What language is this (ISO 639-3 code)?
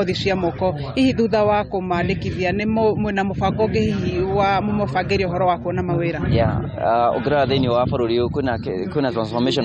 kik